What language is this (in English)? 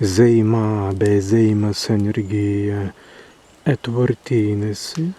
Prussian